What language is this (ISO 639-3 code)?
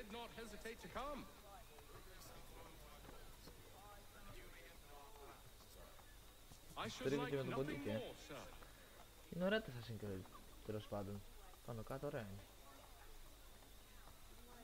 ell